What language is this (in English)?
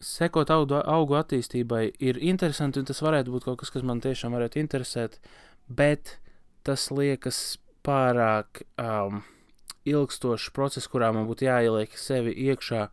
Latvian